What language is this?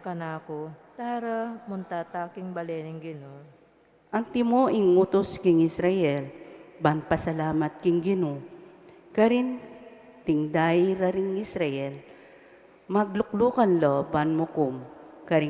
Pampanga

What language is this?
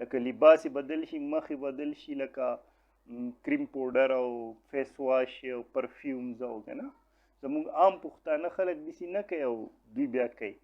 Pashto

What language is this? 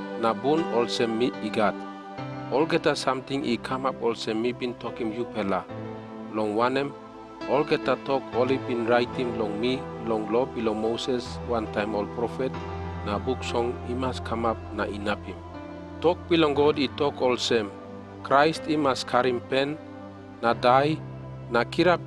Tok Pisin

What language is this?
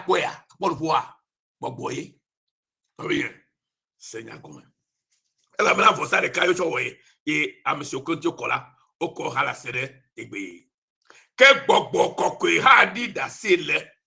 Ewe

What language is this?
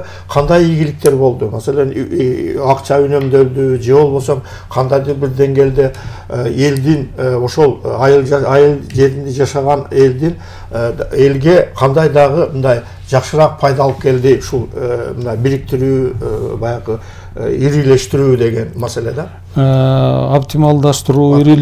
Kyrgyz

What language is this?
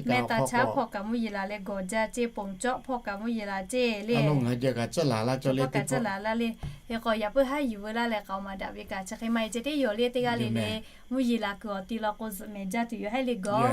Lahu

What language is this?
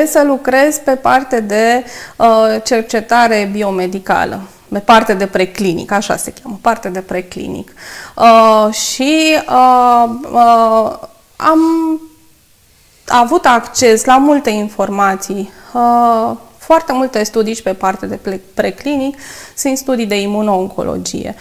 Romanian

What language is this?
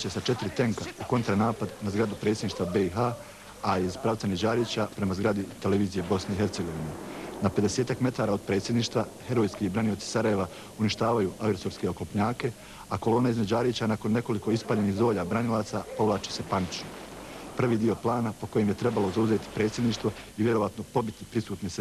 Bosnian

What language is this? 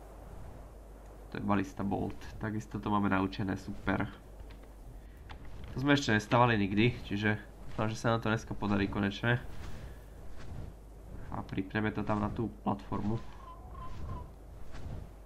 Slovak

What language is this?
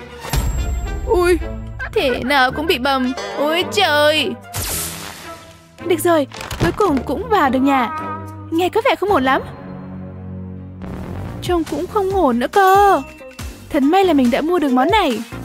Vietnamese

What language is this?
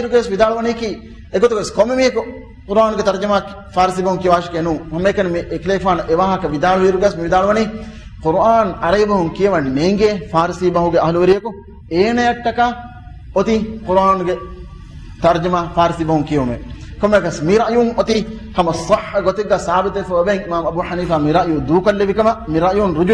Divehi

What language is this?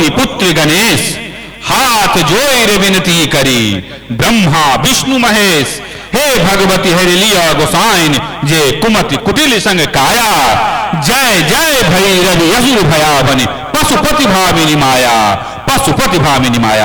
Maithili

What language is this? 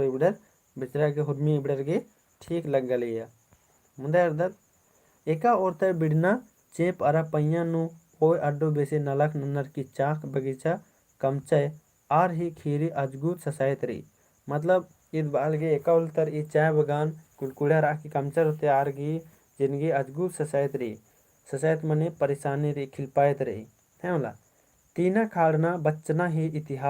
Kurukh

